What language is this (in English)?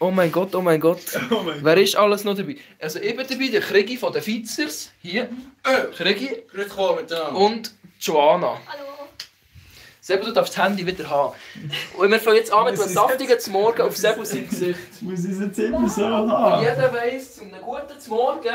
Swiss German